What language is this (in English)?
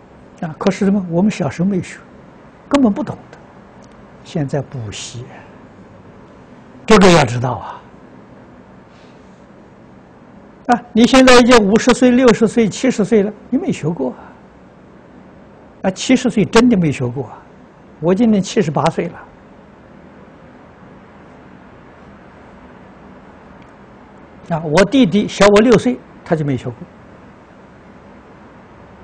Chinese